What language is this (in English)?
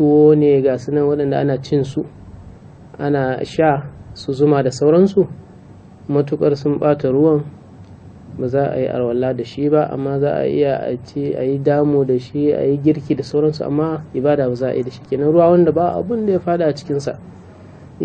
Hausa